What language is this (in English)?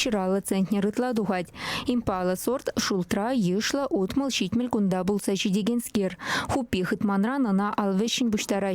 Chuvash